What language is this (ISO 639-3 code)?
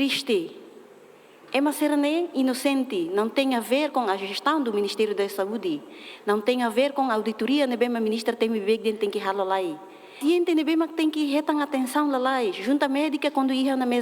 tet